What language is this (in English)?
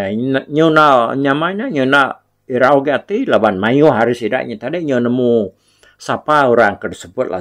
Iban